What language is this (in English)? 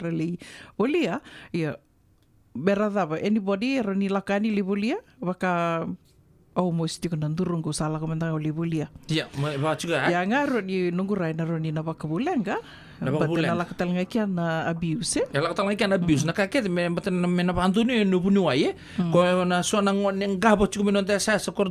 Fijian